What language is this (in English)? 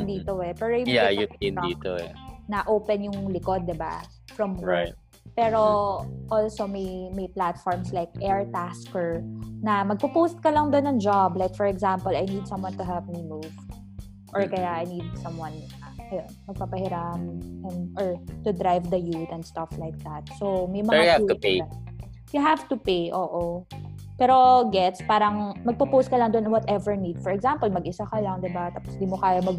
Filipino